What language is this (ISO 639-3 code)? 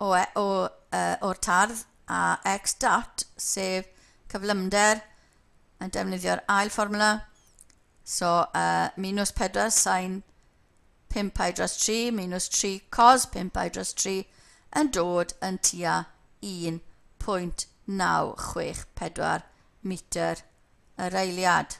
cym